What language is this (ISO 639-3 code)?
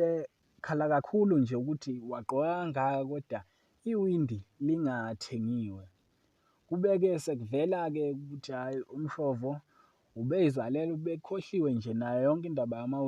zul